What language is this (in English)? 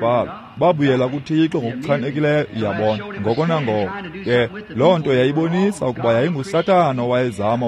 Xhosa